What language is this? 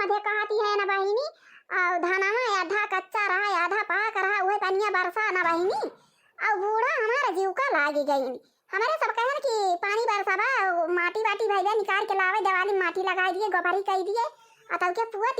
Awadhi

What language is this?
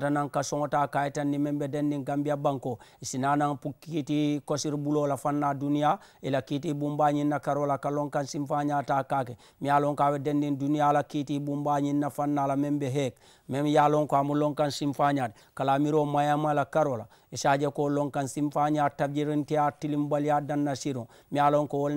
Mandingo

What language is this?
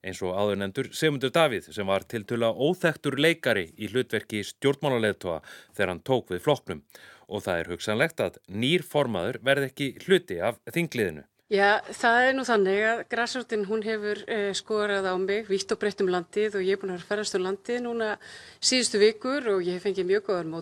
Icelandic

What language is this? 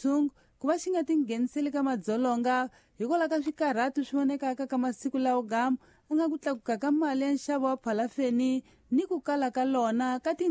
Tsonga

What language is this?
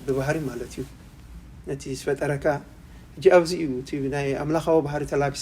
Tigrinya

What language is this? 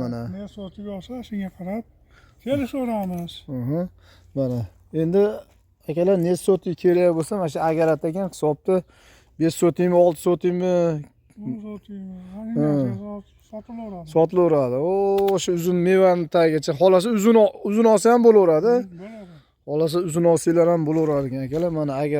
Uzbek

